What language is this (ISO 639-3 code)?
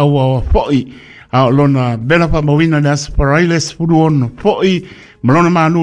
smo